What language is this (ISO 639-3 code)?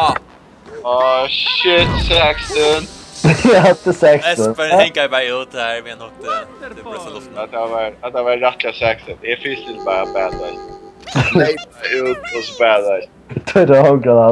fao